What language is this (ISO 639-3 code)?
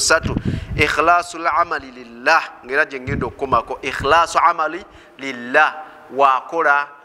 lug